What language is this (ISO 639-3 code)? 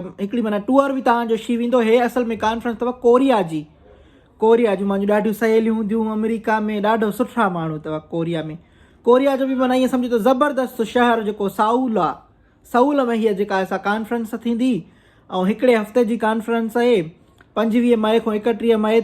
snd